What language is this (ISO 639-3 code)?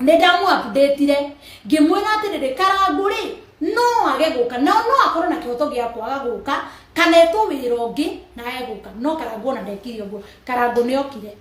kik